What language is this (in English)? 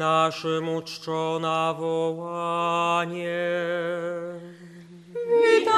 Polish